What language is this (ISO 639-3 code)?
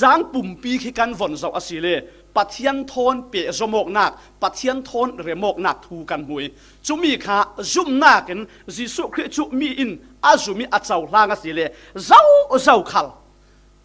cfm